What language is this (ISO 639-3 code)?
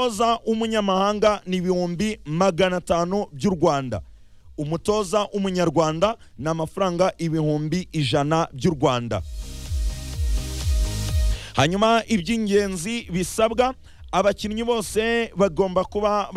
kin